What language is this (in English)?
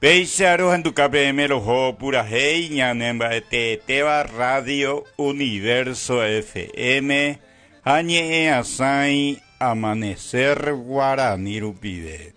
Guarani